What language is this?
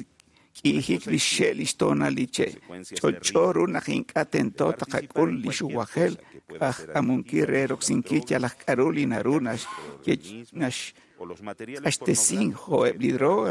Kekchí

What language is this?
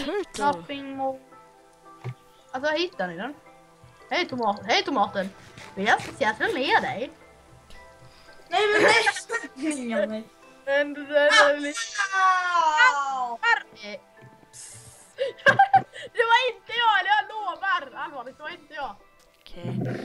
Swedish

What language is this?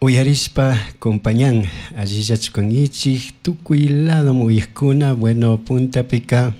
Chimborazo Highland Quichua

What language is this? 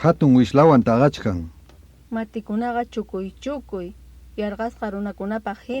Ayacucho Quechua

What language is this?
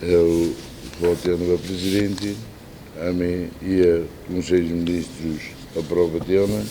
Tetum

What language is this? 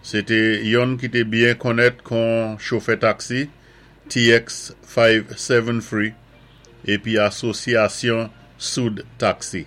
Saint Lucian Creole French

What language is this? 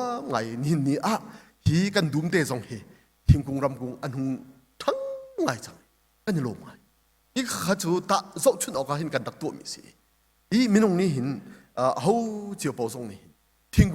Hakha Chin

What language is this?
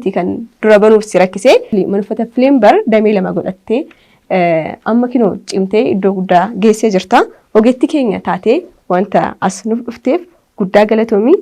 Oromo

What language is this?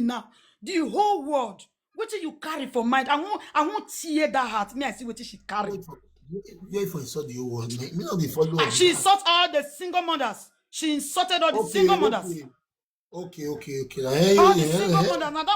Nigerian Pidgin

